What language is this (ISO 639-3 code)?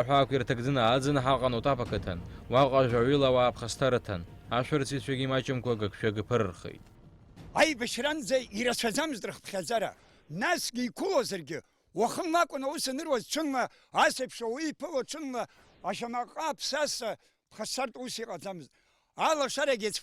abk